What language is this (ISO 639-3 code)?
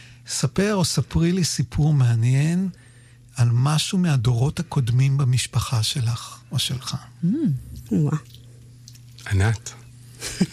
heb